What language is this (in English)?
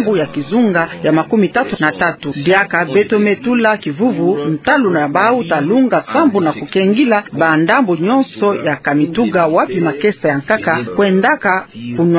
Kituba (Democratic Republic of Congo)